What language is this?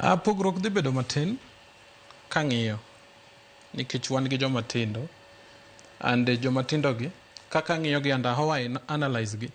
Luo (Kenya and Tanzania)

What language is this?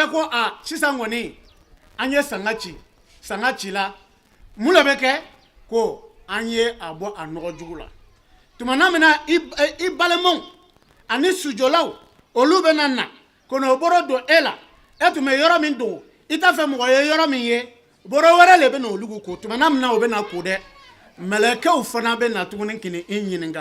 Bambara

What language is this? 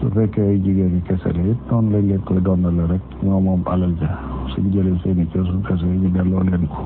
Wolof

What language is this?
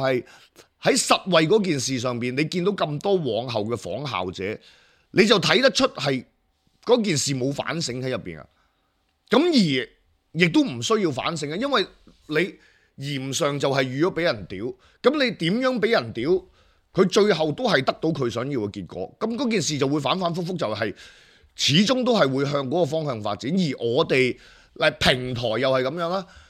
Cantonese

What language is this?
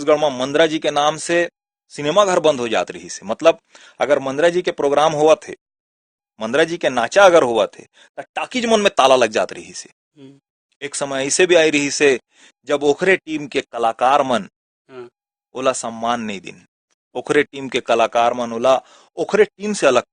Chhattisgarhi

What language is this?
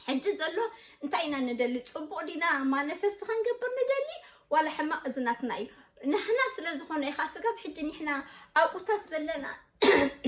Tigrinya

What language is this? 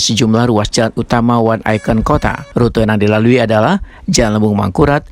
Banjar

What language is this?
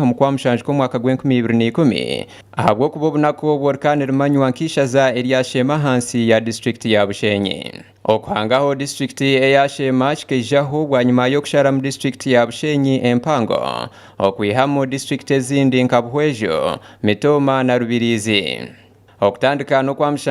Nyankole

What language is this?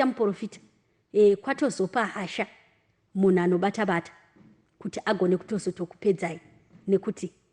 Shona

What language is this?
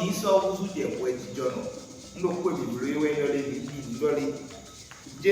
Fon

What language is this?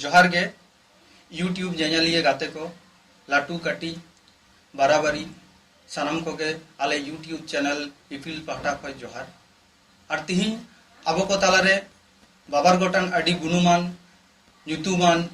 Santali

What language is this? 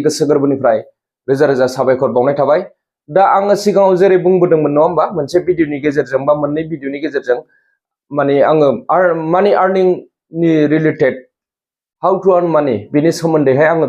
Bodo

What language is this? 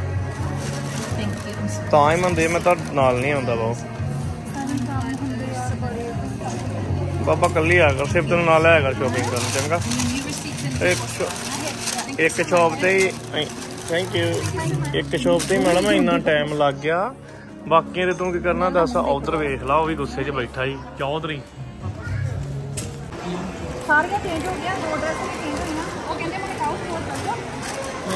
Punjabi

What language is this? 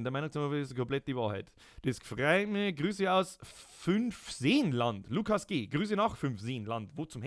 Bavarian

